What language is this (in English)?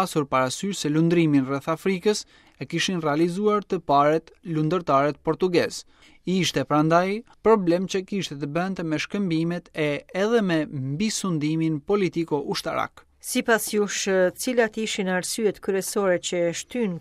Albanian